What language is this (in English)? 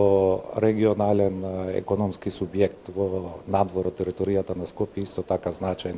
Macedonian